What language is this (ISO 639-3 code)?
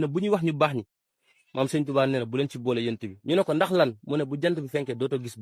wol